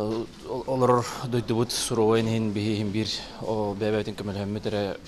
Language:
Yakut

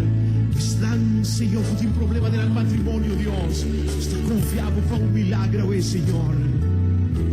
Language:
Papiamento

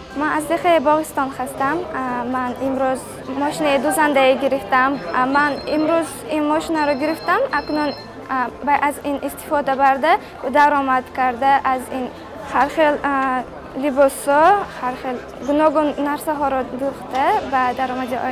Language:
Tajik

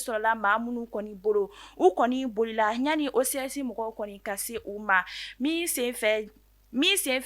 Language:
Bambara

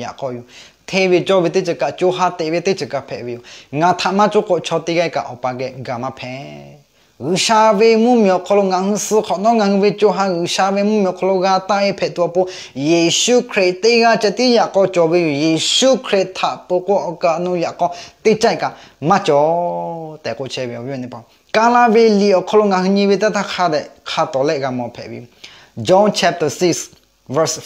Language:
Lahu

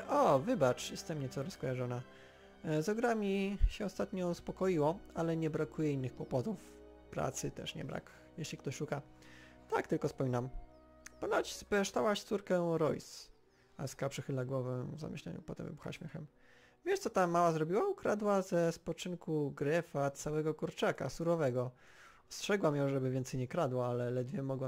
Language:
Polish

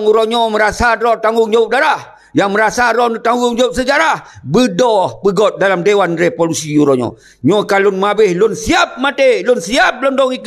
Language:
Achinese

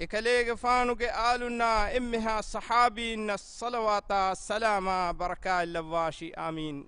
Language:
Divehi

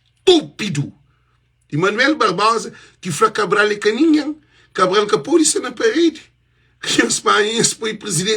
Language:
Kabuverdianu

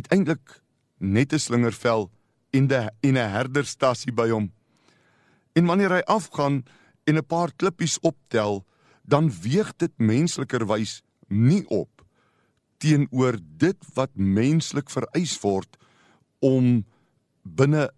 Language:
Afrikaans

